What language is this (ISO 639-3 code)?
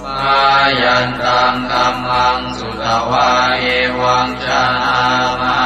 pli